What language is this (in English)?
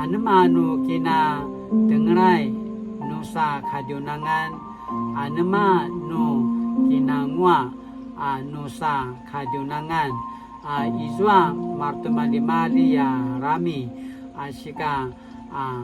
Paiwan